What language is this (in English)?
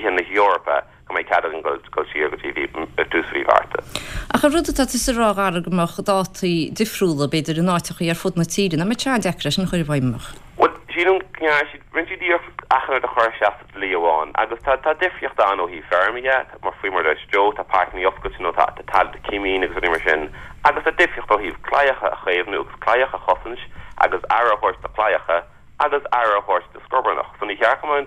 Irish